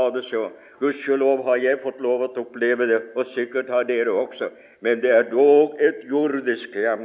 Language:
Norwegian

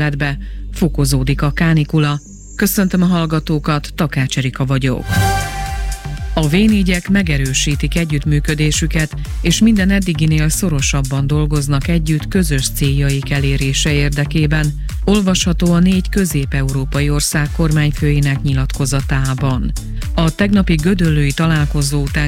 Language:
Hungarian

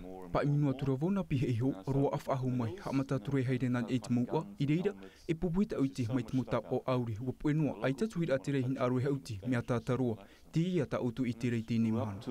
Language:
Tahitian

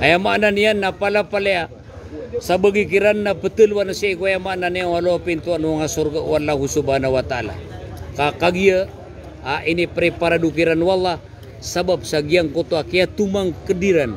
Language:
Maranao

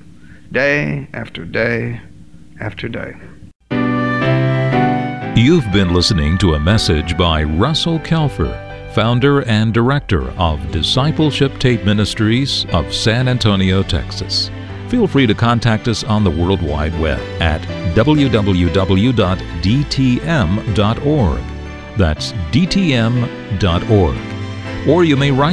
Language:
English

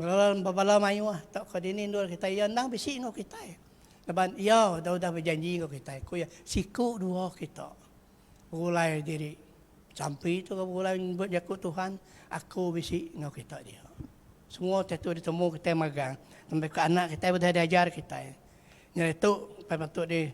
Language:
Iban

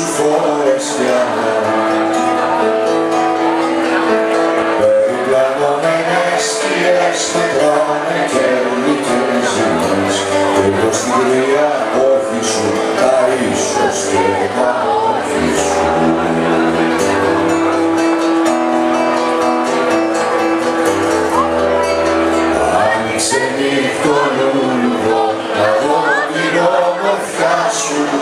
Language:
Greek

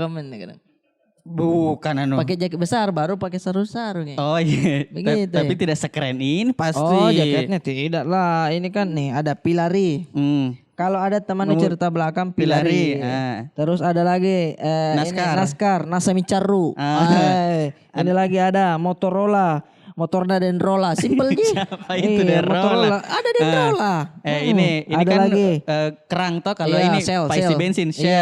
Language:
Makassar Malay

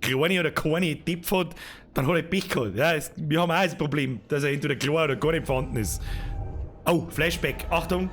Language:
Bavarian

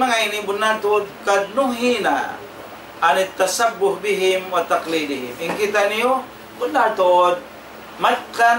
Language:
Tausug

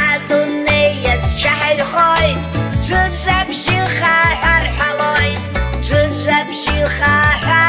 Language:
Abkhazian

